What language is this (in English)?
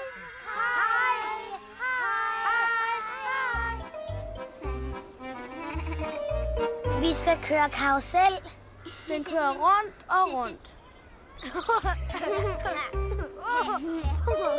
Danish